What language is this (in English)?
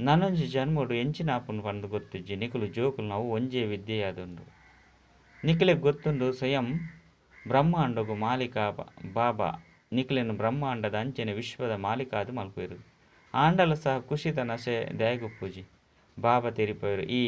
Tulu